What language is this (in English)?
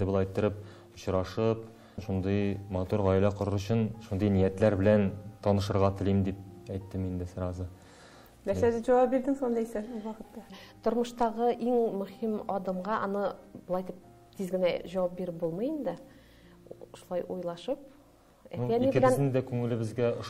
Tatar